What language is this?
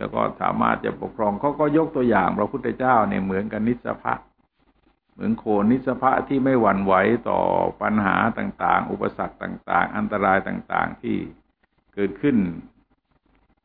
Thai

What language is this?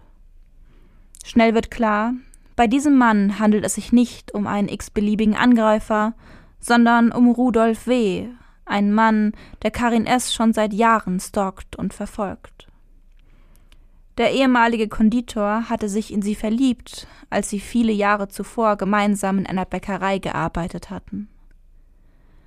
German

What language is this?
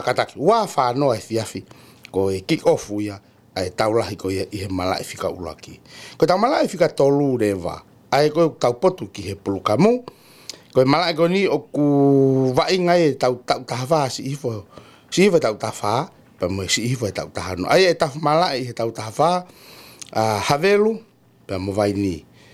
Tongan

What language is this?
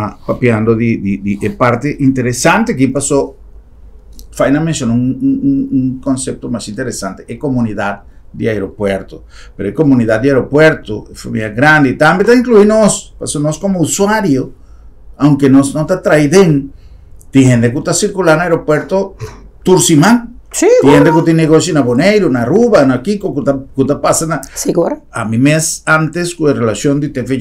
Papiamento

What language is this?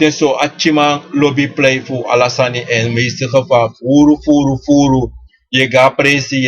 Sranan Tongo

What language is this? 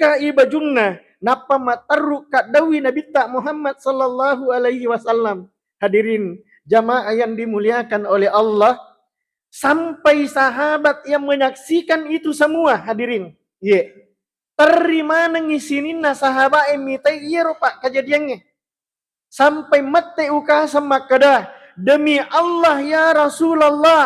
Buginese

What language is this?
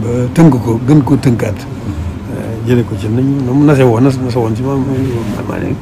Wolof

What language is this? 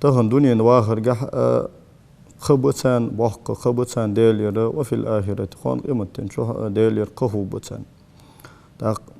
Ingush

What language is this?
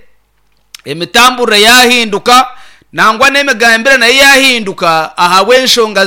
Nyankole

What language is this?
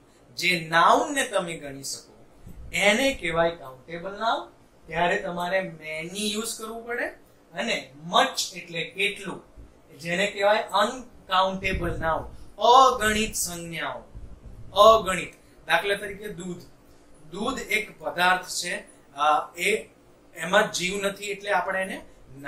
Gujarati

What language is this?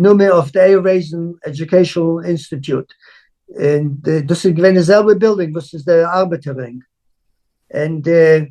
Yiddish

